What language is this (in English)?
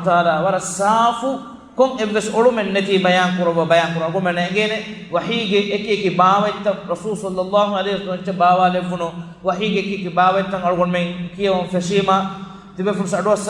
Divehi